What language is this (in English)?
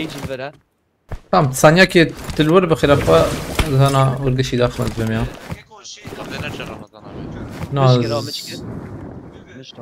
Kurdish